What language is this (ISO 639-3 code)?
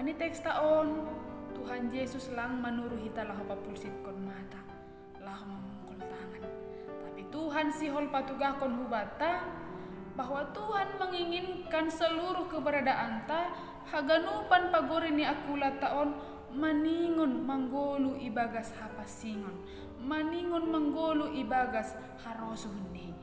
bts